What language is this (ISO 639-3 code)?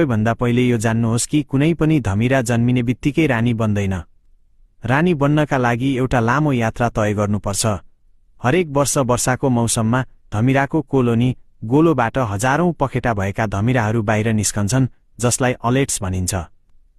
nep